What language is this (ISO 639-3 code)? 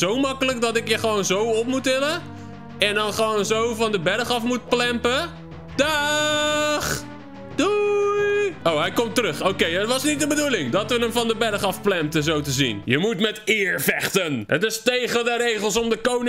nld